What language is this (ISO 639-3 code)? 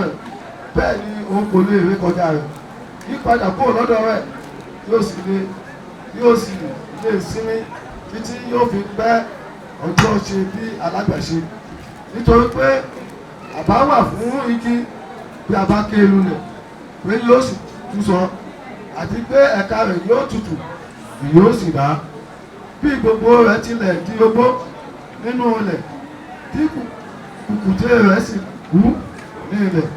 yor